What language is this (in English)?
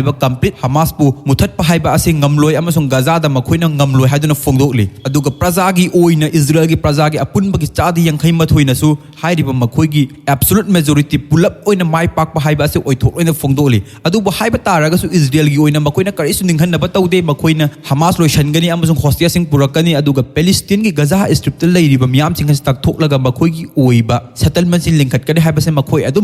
Manipuri